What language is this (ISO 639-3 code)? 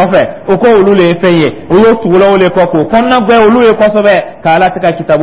dyu